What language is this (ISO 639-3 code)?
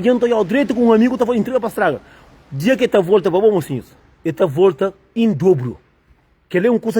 kea